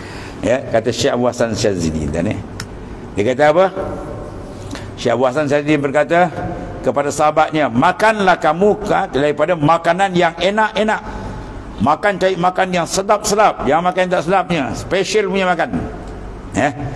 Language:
Malay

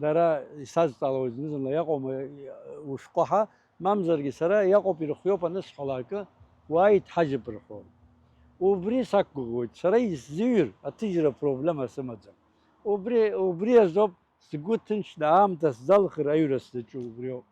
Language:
Abkhazian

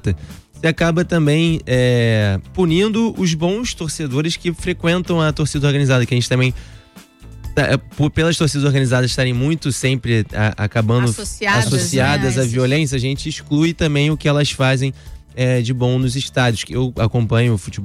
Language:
Portuguese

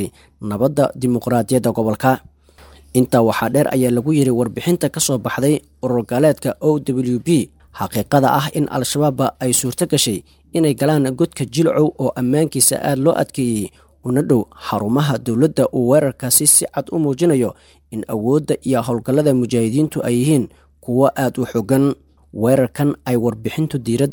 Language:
Somali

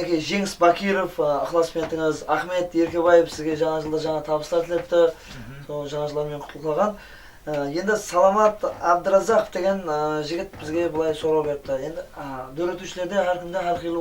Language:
Kara-Kalpak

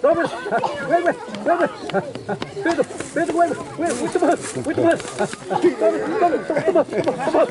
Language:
Xavánte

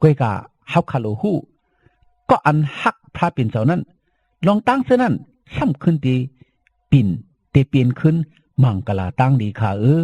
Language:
Shan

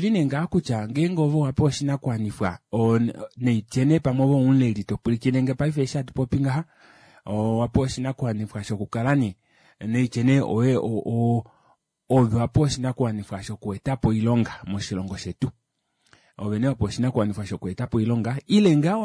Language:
Kuanyama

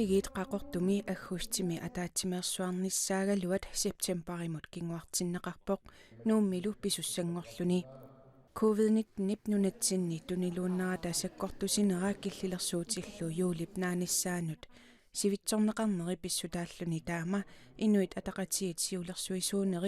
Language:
Kalaallisut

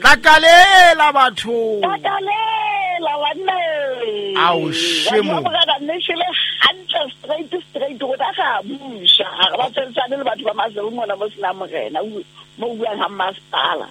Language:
Southern Sotho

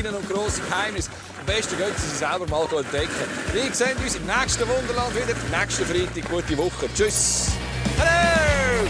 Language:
Swiss German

